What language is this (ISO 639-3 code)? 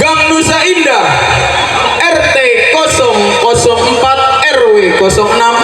bew